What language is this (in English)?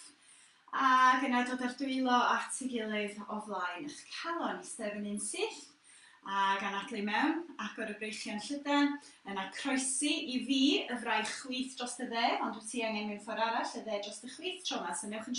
Welsh